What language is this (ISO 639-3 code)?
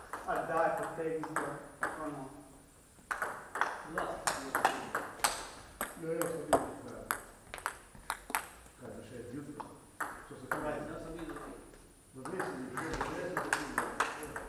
hrv